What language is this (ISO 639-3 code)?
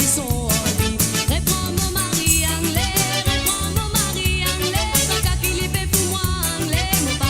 mfe